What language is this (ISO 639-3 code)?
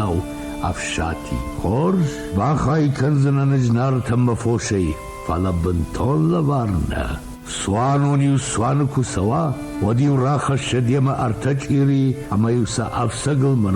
oss